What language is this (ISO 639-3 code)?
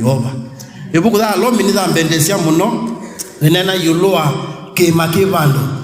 kam